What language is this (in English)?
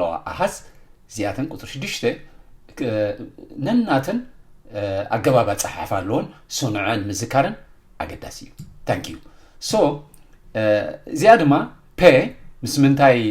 Tigrinya